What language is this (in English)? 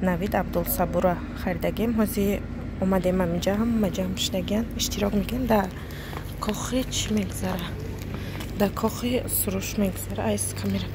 Tajik